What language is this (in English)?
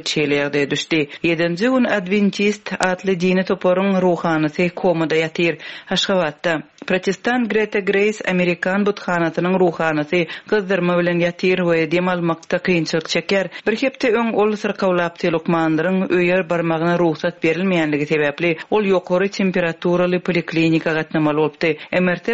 Turkmen